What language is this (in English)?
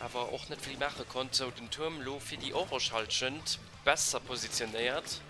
Luxembourgish